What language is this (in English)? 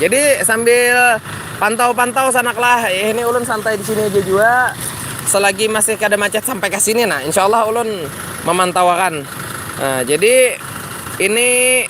Banjar